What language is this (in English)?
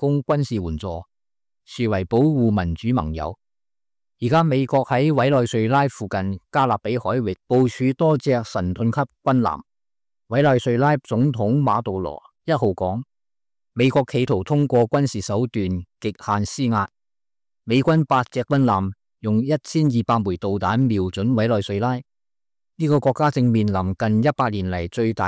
Cantonese